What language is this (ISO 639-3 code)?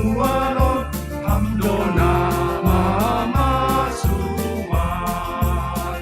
bts